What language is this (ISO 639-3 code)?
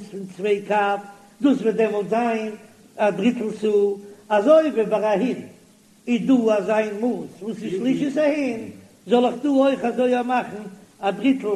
yid